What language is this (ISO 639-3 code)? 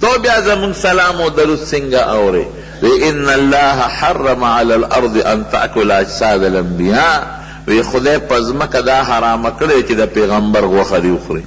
pus